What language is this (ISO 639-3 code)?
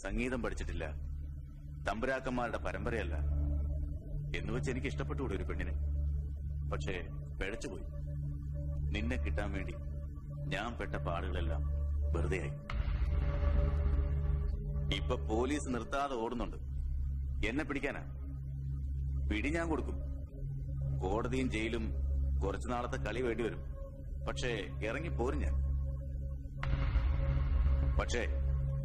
mal